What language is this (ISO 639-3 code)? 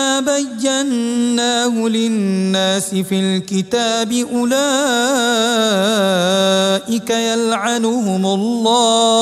ara